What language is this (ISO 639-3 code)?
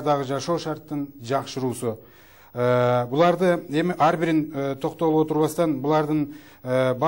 kir